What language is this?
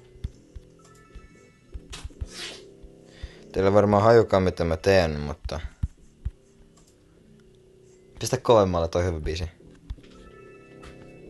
Finnish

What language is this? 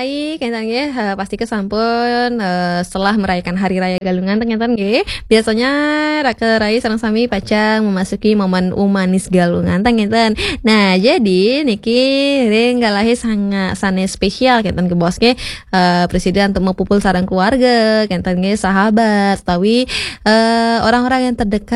Balinese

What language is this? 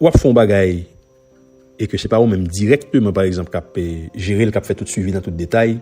Haitian Creole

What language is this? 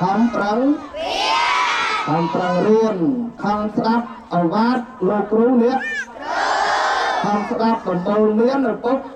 Khmer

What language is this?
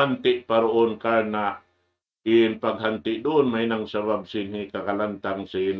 Tausug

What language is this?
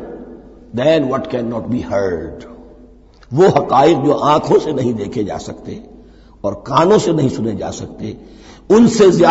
Urdu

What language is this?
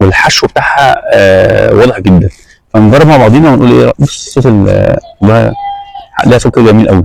Egyptian Arabic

